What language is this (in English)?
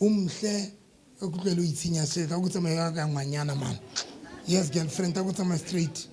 Southern Sotho